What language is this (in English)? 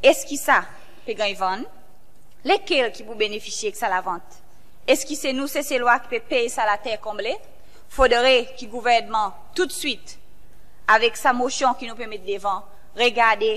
Seselwa Creole French